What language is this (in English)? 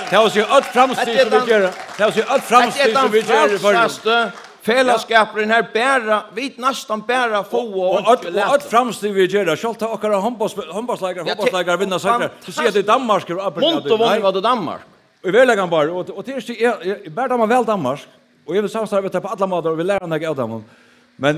Faroese